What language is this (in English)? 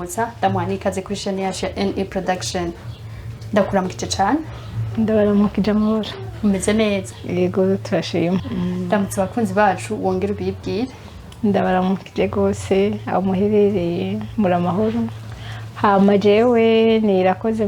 Rundi